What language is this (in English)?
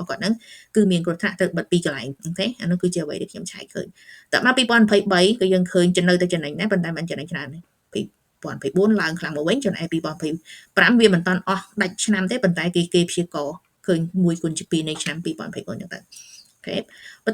Khmer